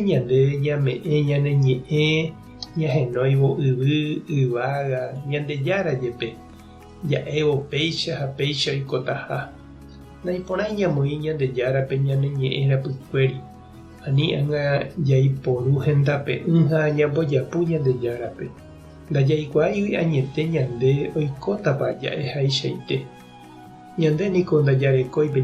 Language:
Guarani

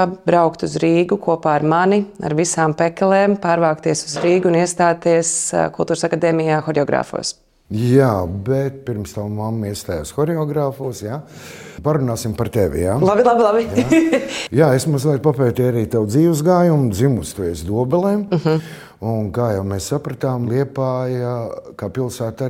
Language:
Latvian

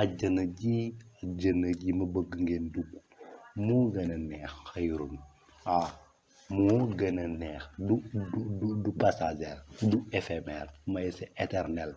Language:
Wolof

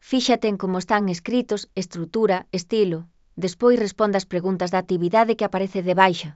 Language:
Galician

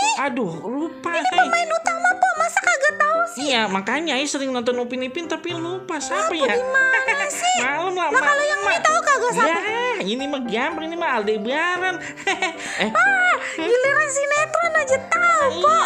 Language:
Betawi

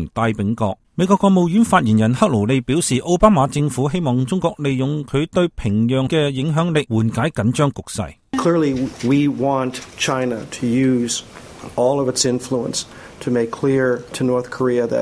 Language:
Cantonese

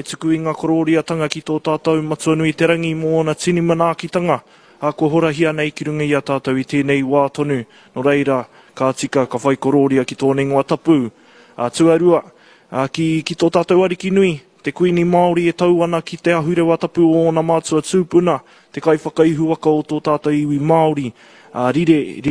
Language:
Māori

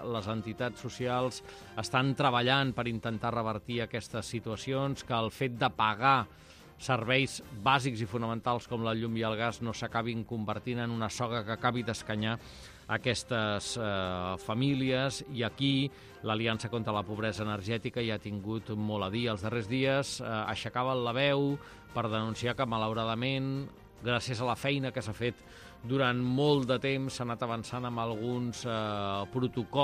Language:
Catalan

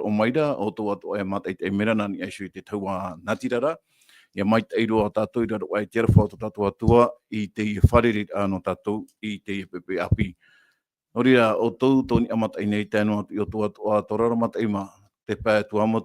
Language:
Tahitian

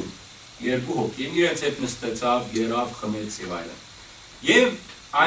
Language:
Western Armenian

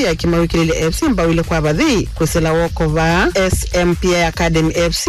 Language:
Kamba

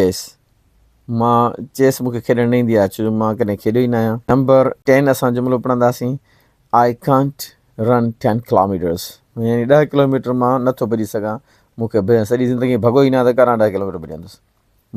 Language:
Sindhi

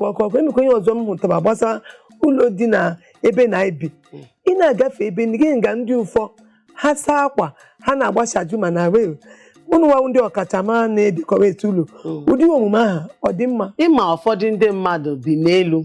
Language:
Igbo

